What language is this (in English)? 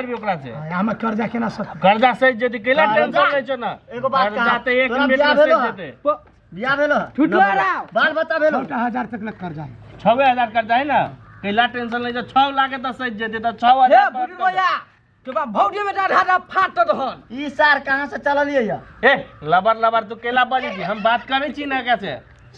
Maithili